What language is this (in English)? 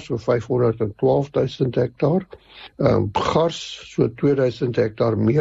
Afrikaans